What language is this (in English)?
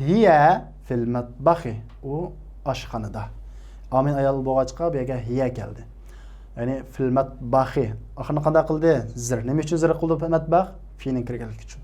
Uyghur